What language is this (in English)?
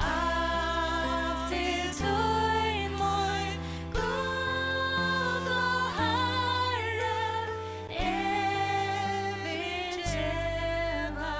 Faroese